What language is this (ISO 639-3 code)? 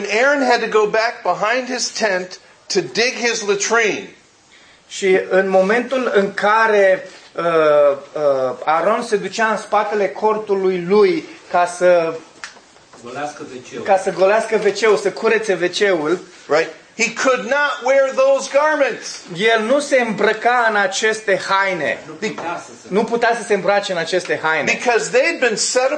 ron